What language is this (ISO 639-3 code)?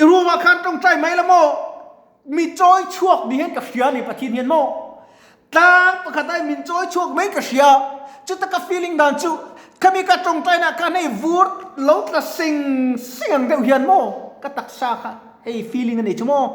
lus